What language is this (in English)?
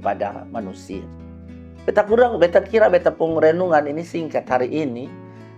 Kupang Malay